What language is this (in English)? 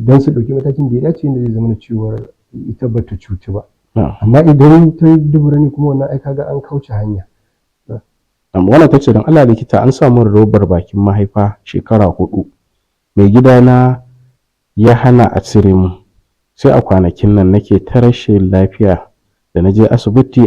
Hausa